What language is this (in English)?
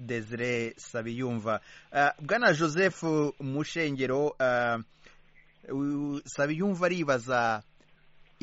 Kinyarwanda